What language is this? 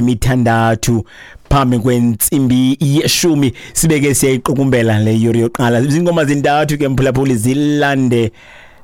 Xhosa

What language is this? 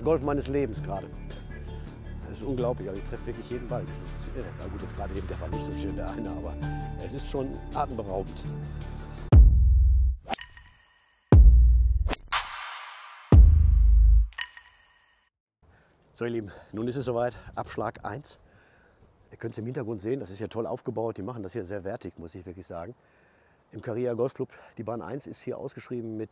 German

